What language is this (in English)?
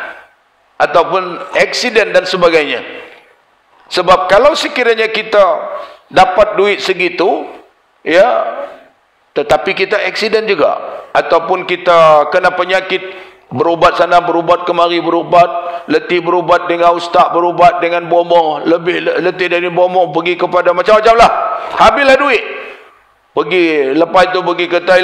Malay